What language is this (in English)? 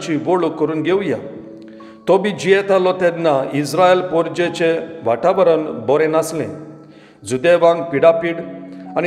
Konkani